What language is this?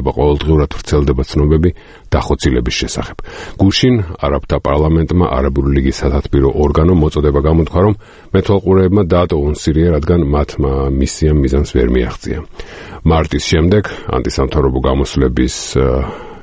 Georgian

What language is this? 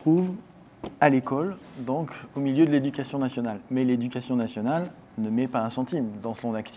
French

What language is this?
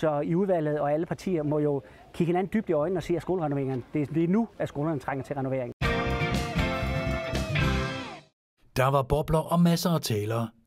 Danish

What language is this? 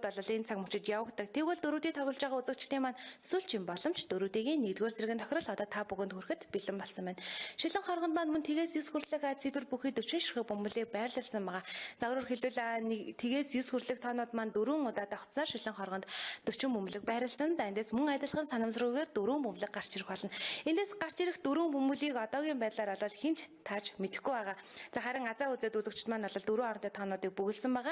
Mongolian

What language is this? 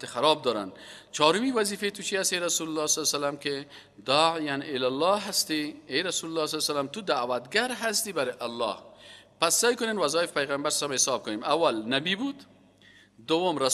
Persian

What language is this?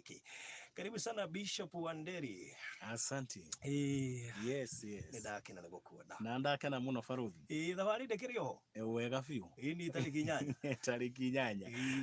Kikuyu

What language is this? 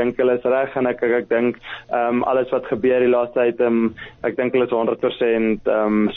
Afrikaans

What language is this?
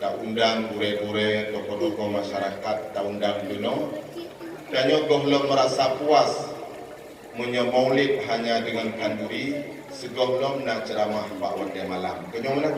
Achinese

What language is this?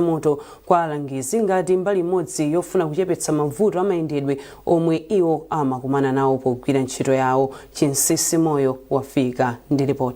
Nyanja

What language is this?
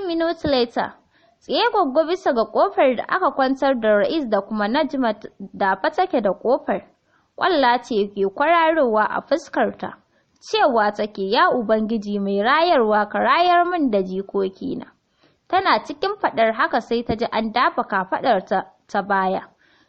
Hausa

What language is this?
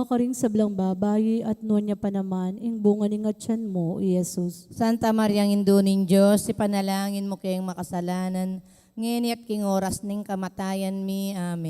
Pampanga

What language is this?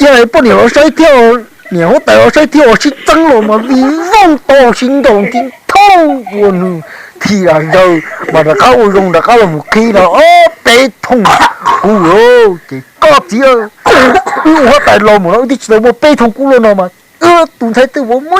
Hmong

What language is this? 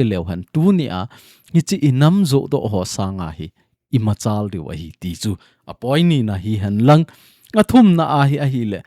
Thado Chin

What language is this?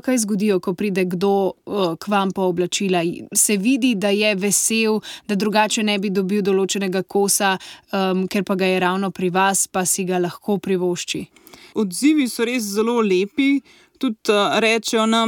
Slovenian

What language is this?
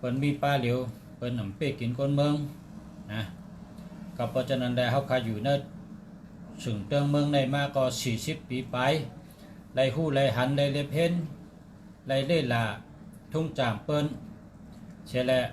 Shan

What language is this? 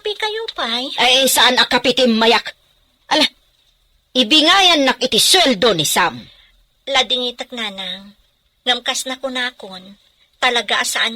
Iloko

